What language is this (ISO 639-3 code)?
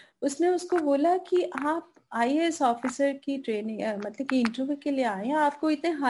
hin